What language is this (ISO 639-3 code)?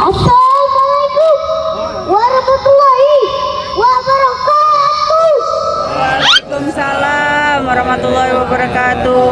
bew